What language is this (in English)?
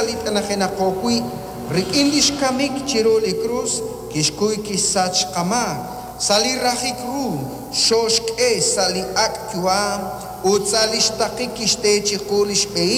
Kekchí